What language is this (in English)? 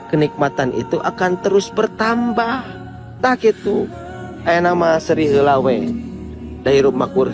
Sundanese